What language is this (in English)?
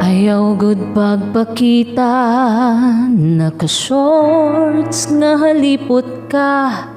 Waray